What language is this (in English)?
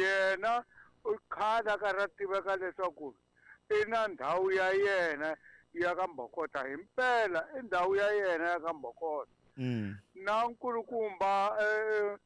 Tsonga